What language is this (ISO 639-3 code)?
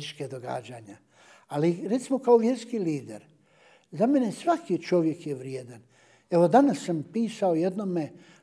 bos